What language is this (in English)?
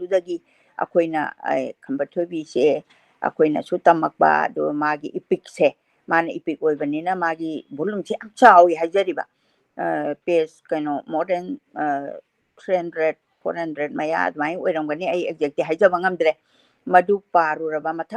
Manipuri